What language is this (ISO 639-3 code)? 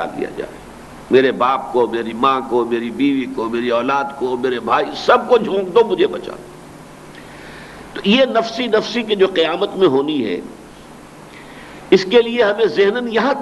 urd